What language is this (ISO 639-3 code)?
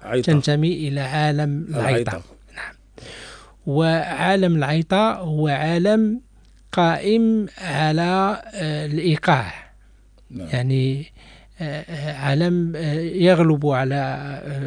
ary